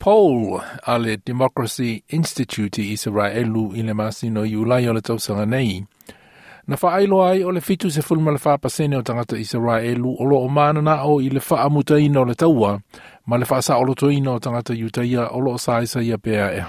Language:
Samoan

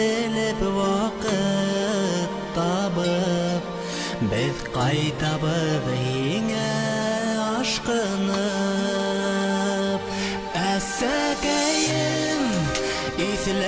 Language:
Bashkir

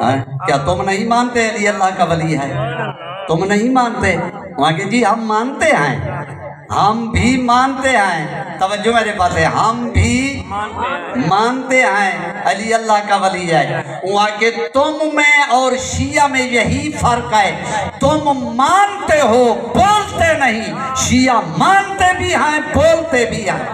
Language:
Saraiki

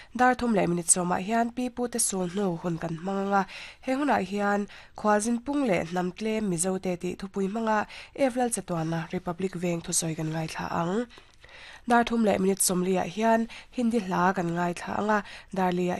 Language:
Mizo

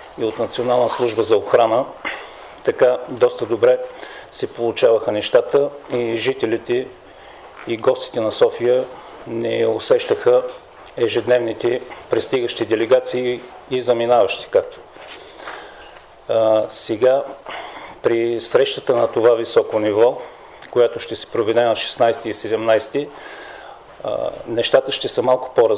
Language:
Bulgarian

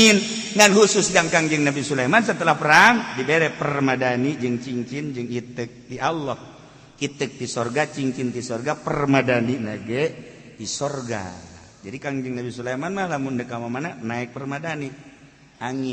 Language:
Sundanese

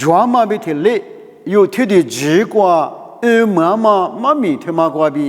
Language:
Lisu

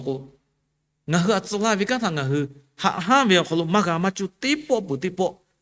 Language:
Lahu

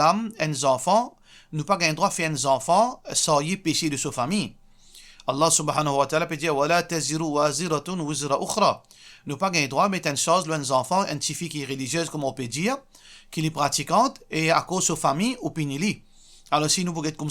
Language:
Morisyen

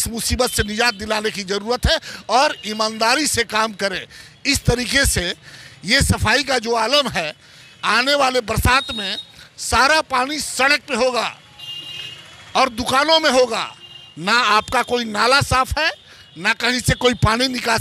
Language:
Hindi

